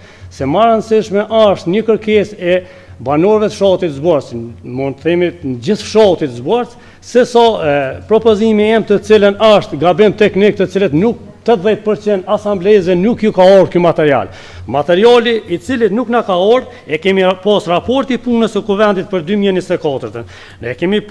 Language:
Albanian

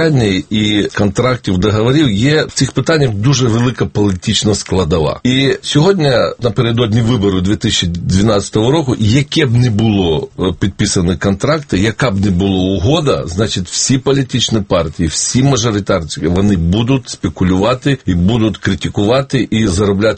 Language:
Ukrainian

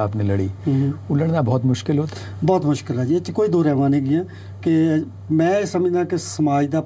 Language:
Punjabi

